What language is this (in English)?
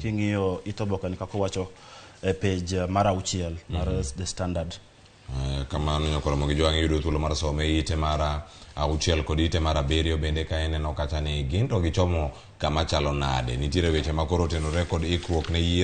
Luo (Kenya and Tanzania)